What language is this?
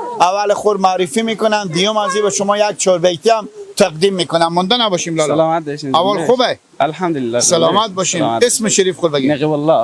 Persian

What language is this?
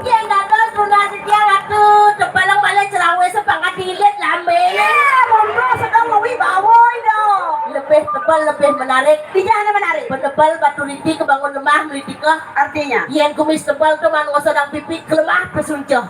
Balinese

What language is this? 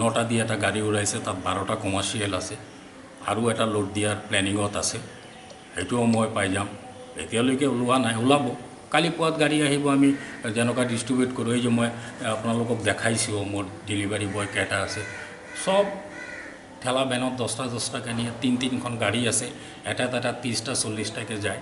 Assamese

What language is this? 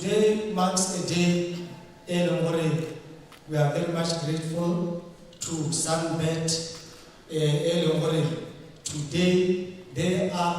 Tswana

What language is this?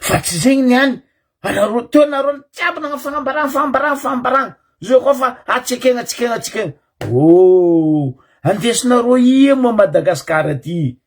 Malagasy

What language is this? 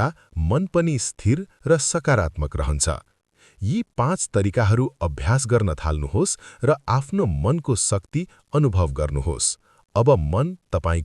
Nepali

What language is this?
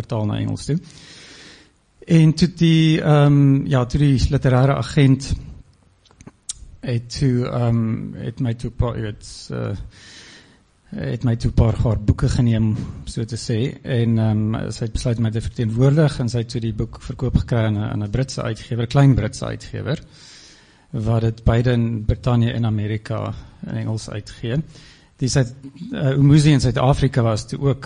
Afrikaans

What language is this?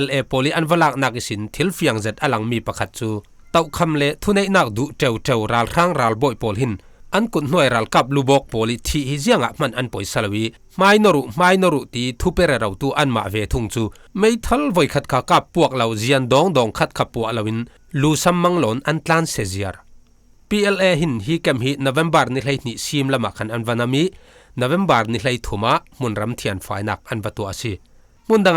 Falam Chin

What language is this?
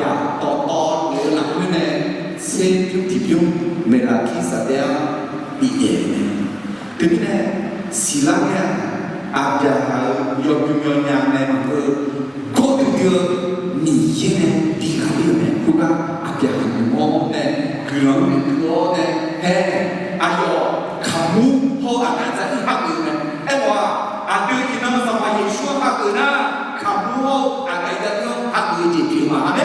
Akha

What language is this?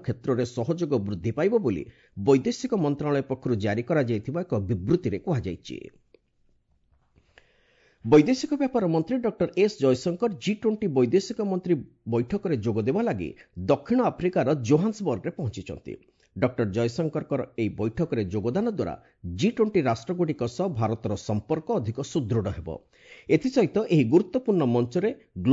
Odia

